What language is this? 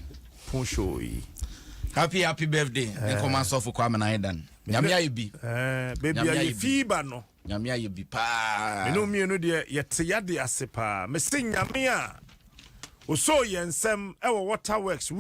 Akan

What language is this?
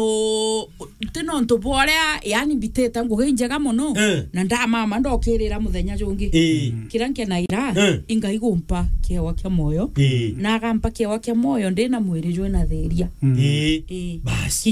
Meru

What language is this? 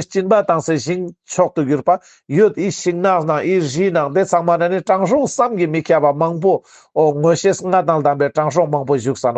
Ladakhi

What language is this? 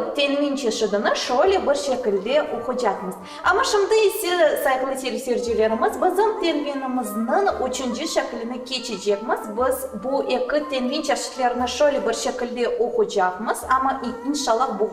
Crimean Tatar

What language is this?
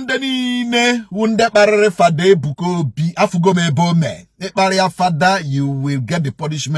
Igbo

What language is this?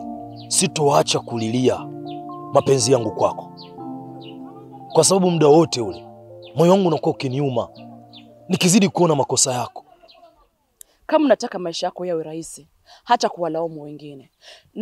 Swahili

